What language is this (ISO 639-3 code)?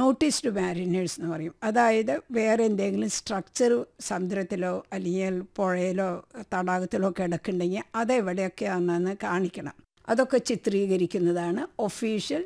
mal